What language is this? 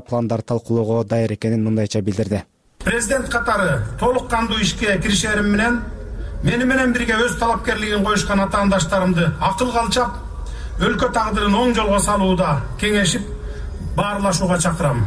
Kyrgyz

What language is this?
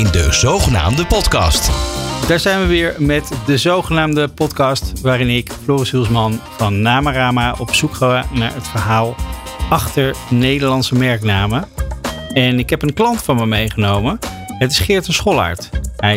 Dutch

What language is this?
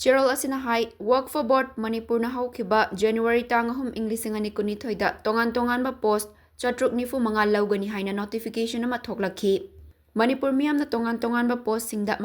Manipuri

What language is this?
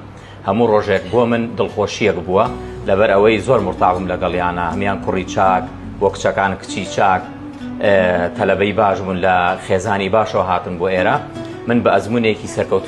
Central Kurdish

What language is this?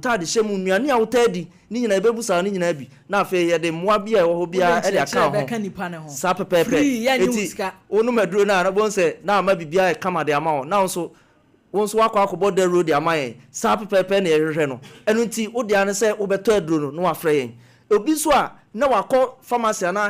Akan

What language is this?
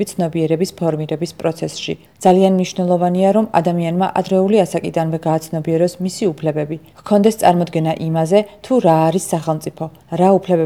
Georgian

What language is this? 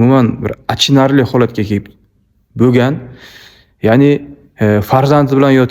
Uzbek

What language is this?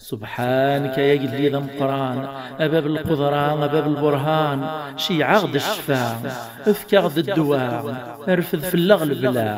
Kabyle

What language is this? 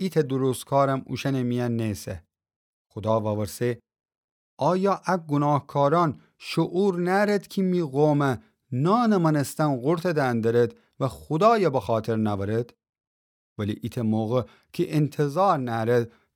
Gilaki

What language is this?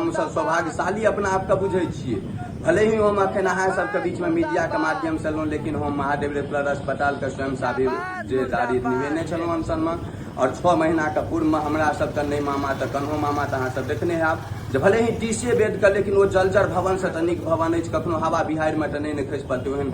Maithili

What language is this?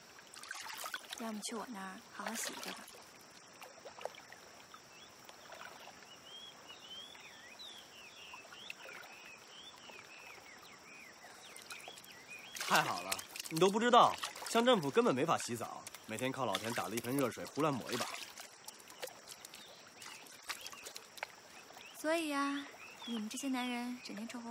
Chinese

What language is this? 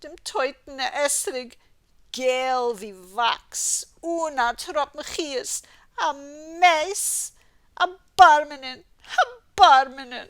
Yiddish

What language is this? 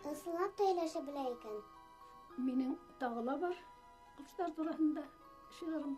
Bashkir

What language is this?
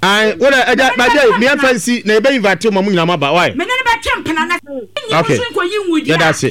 Akan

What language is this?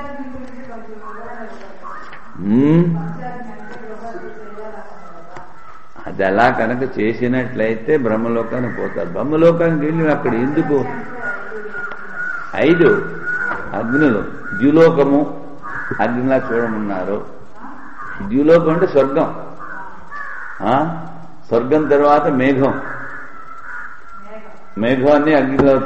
Telugu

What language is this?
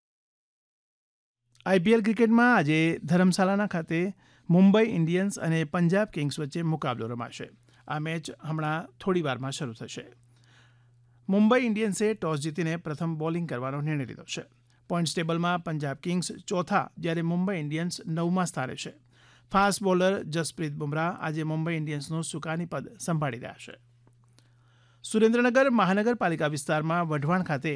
Gujarati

